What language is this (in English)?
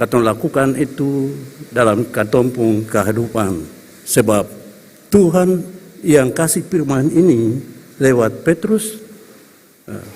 Ambonese Malay